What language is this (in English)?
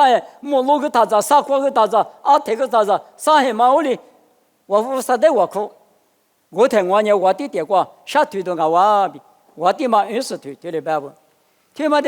Lisu